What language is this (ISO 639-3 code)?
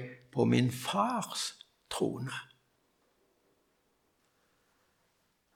nor